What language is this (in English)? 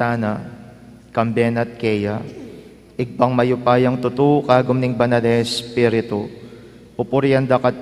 Pampanga